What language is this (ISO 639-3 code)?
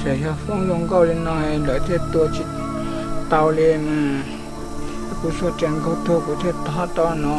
hmn